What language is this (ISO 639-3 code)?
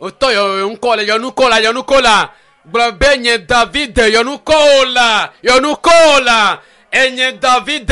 ewe